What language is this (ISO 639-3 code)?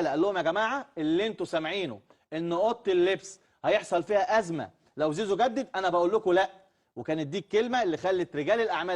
arz